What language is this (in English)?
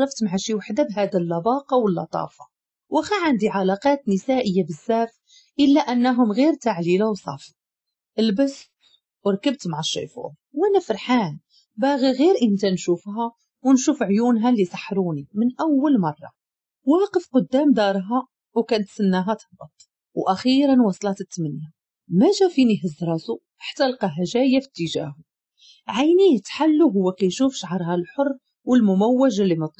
Moroccan Arabic